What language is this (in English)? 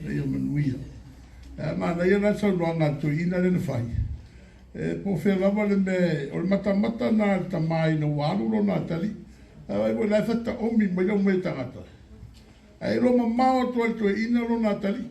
Samoan